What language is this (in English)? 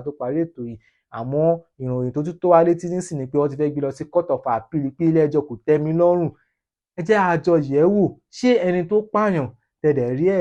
Yoruba